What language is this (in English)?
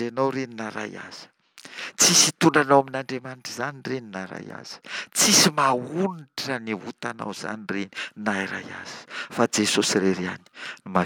Malagasy